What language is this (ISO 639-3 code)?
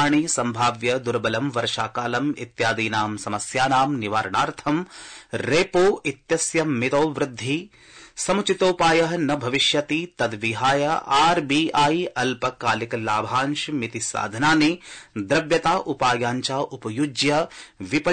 san